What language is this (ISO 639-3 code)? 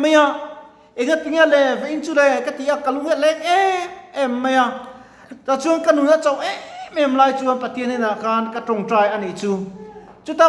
lus